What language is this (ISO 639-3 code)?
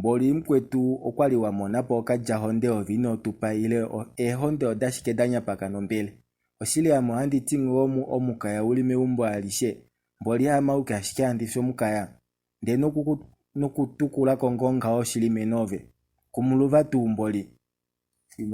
kua